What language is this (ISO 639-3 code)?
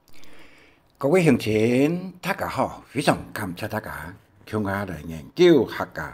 hak